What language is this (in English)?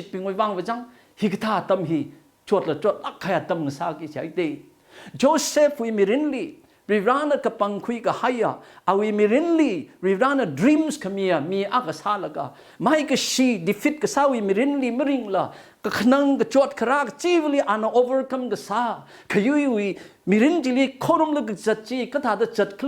Tangkhul Naga (India)